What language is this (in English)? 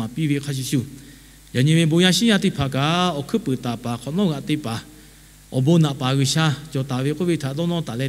Lahu